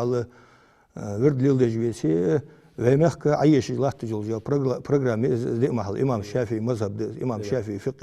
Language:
Ingush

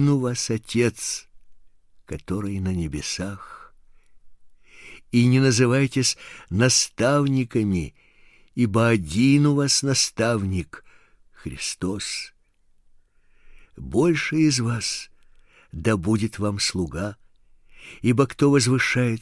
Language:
Russian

